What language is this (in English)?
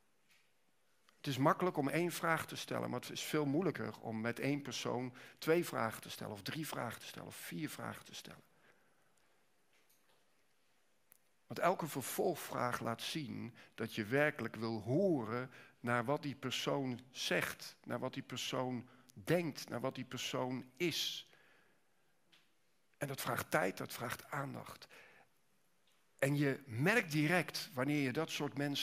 Dutch